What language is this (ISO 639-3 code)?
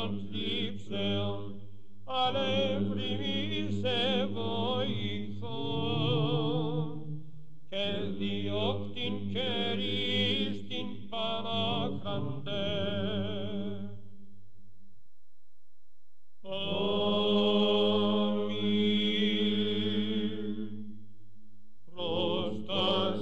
ell